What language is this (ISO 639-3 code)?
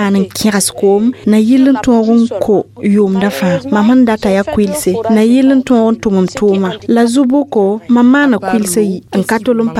mos